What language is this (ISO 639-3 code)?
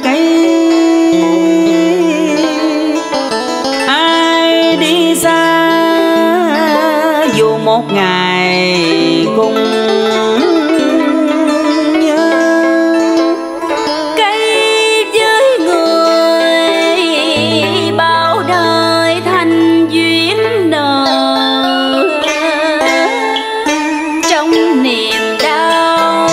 vie